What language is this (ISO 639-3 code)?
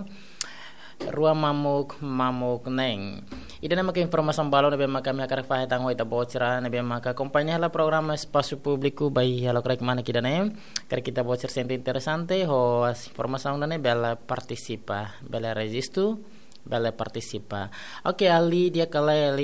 tet